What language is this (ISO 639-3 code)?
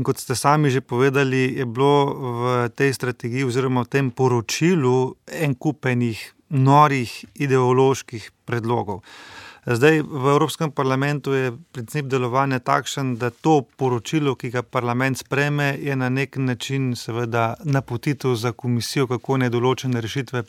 slv